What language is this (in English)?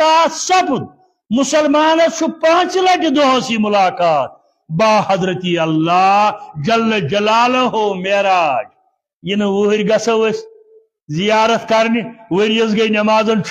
Kashmiri